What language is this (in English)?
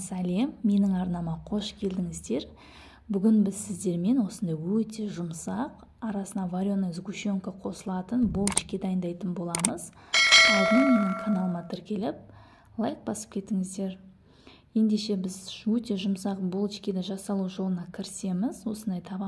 Kazakh